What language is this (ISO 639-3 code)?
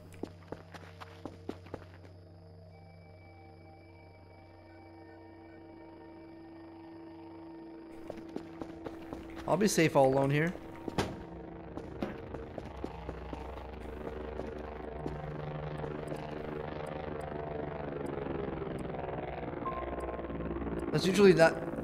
eng